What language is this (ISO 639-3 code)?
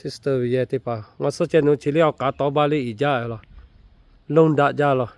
lhu